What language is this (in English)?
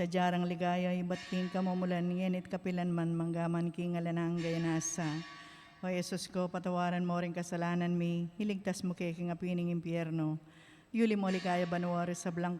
Pampanga